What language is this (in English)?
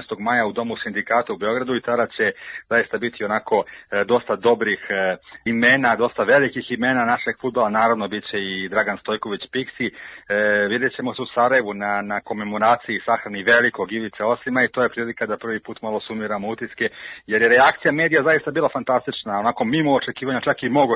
Serbian